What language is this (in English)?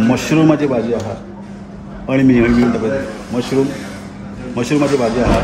Konkani